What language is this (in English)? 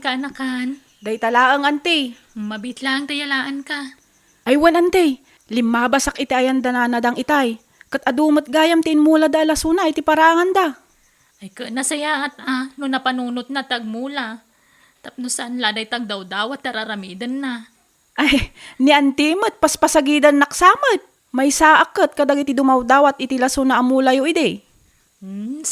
Iloko